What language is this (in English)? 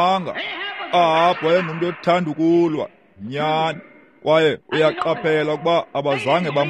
Xhosa